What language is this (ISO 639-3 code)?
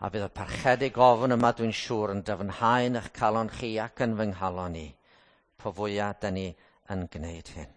cym